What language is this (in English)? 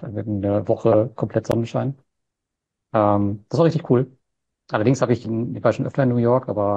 German